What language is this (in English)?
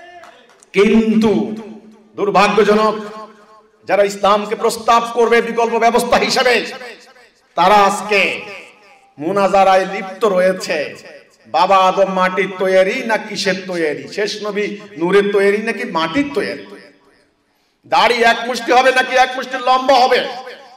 Bangla